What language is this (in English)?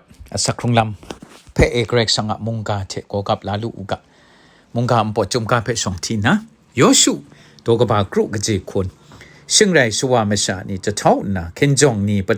Kachin